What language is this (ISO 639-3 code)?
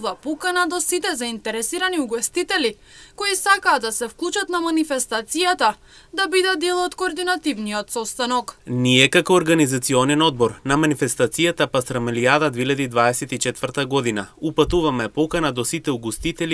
mkd